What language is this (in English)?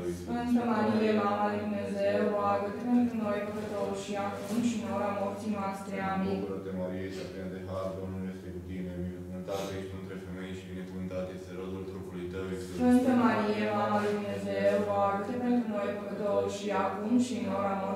Romanian